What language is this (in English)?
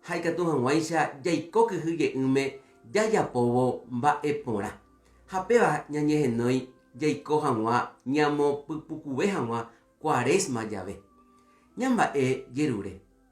Guarani